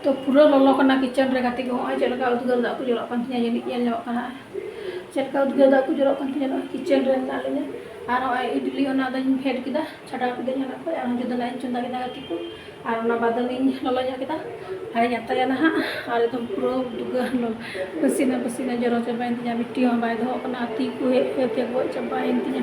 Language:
Santali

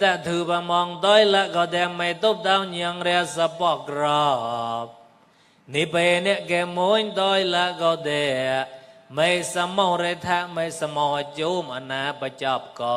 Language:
Mon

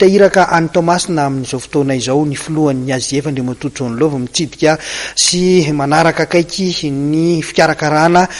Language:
Malagasy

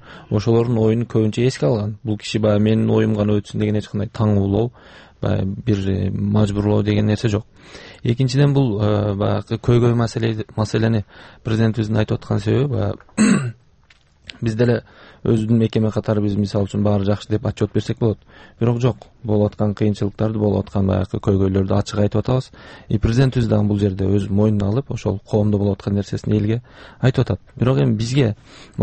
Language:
Kyrgyz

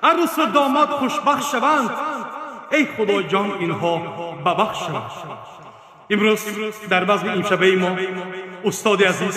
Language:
Tajik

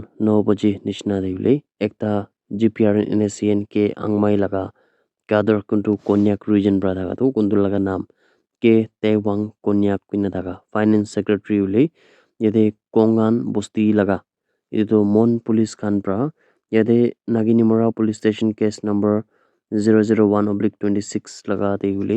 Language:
Naga Pidgin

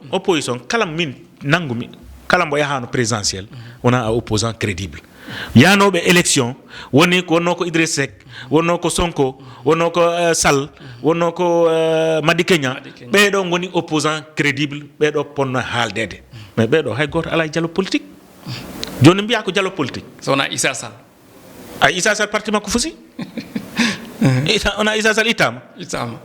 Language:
Fula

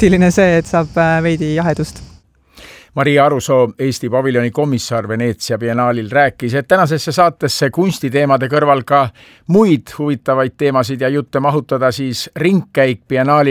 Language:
Estonian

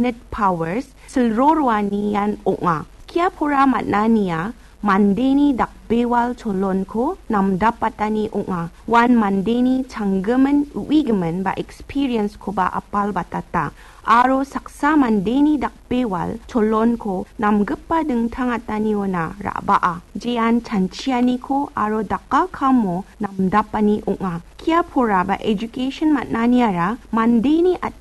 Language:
Garo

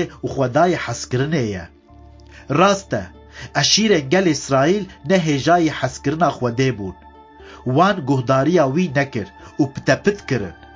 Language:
Kurdish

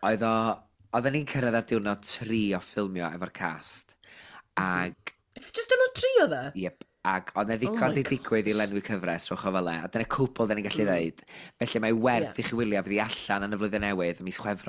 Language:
Welsh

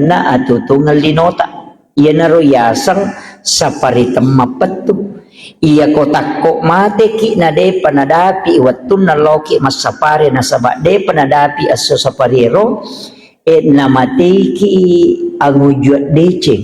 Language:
Buginese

